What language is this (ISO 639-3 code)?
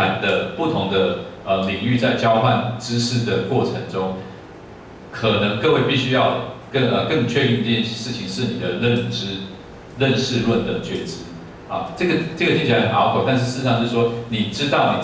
zho